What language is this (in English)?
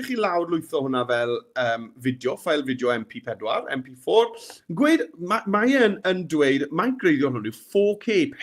Welsh